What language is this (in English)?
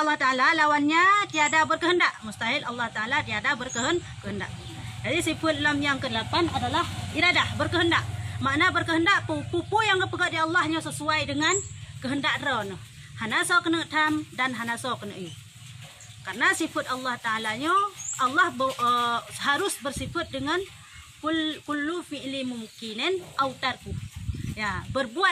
Achinese